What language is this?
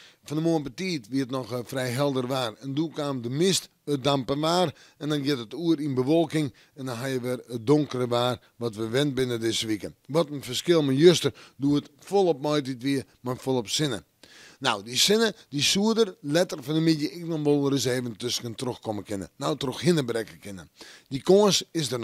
Western Frisian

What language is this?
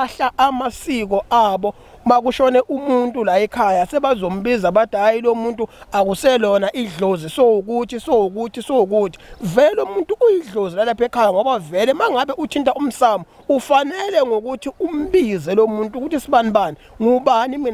Zulu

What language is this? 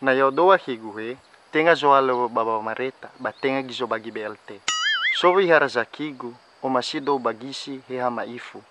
Nias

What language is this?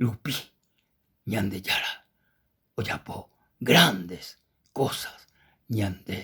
Guarani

